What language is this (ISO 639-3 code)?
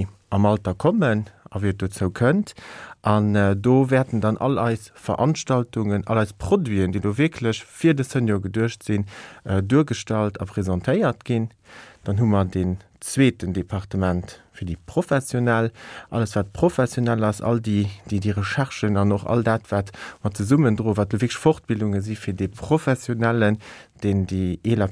ltz